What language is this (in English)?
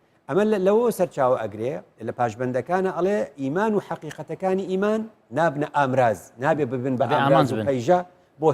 Central Kurdish